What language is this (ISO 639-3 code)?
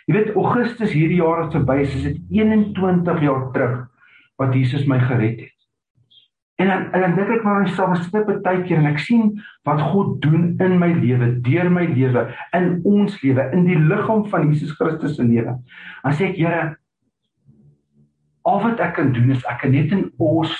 afr